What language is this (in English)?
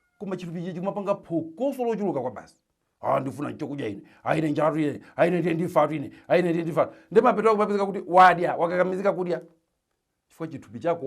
Nyanja